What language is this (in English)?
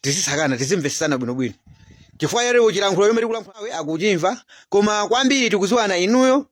Nyanja